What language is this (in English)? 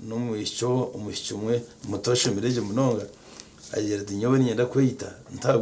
Nyankole